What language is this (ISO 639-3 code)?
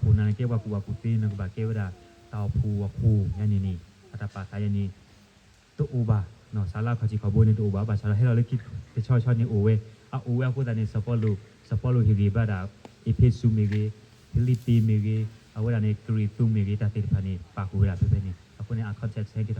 ksw